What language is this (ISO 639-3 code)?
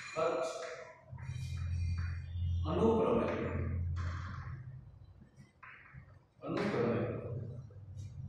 guj